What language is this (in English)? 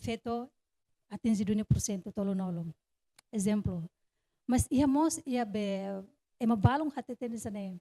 Tetum